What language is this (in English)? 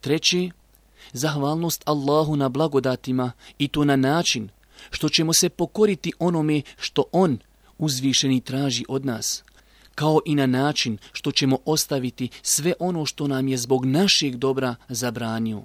Bosnian